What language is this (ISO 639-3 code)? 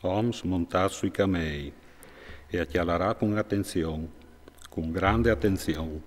fur